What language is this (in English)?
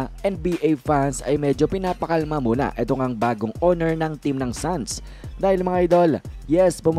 Filipino